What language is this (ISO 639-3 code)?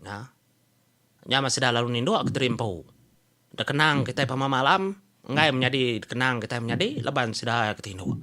iba